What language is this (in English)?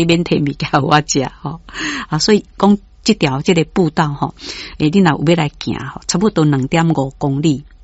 Min Nan Chinese